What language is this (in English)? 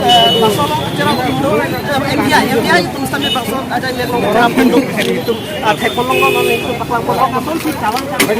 Karbi